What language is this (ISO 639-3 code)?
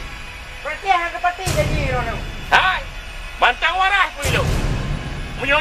ace